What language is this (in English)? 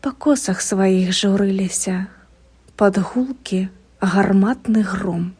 Belarusian